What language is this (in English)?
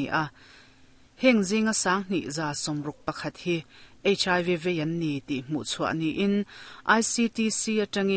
Mizo